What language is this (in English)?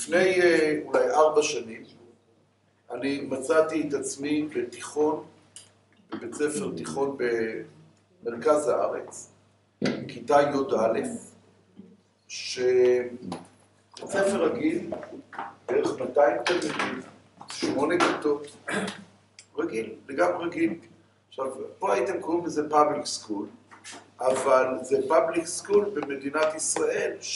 Hebrew